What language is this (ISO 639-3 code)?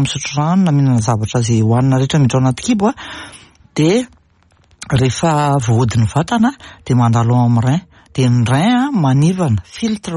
mlg